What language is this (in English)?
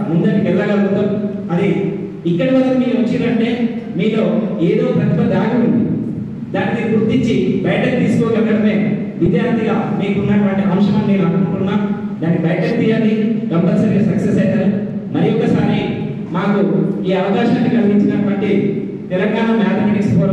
Telugu